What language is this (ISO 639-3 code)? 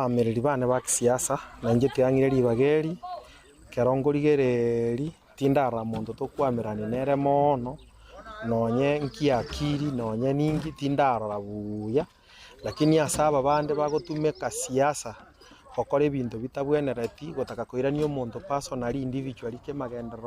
guz